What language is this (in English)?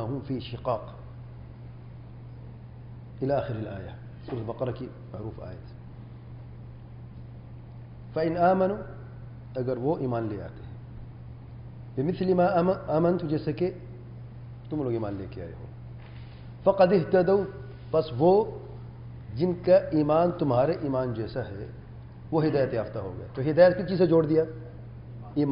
Urdu